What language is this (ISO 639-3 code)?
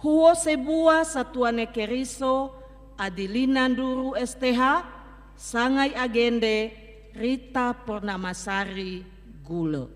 nia